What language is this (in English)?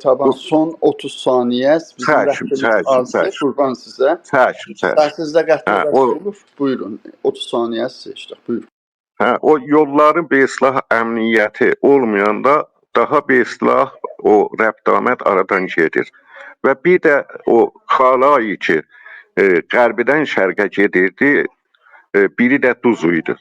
South Azerbaijani